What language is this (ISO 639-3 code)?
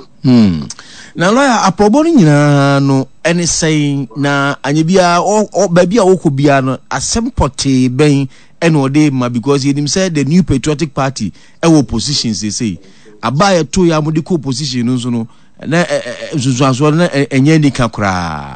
aka